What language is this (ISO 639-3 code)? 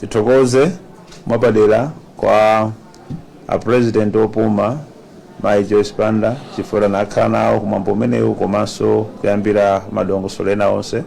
nya